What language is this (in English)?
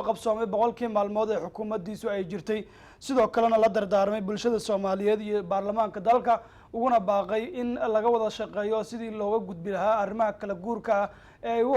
Somali